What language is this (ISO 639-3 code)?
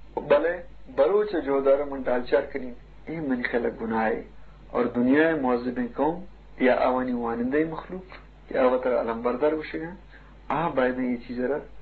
bgp